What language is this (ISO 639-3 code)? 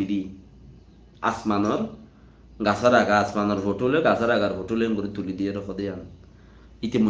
rhg